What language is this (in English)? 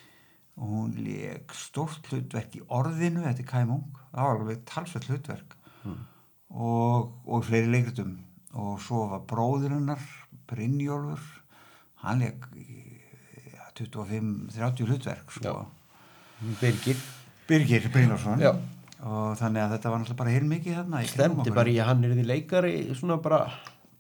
Icelandic